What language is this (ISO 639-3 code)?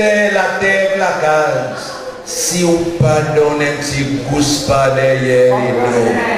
crs